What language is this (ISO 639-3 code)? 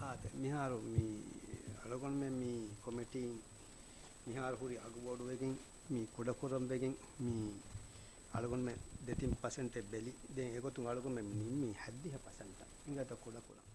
div